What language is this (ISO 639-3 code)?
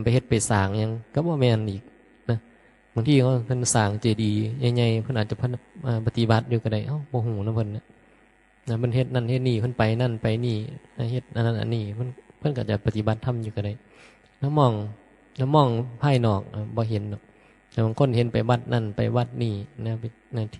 tts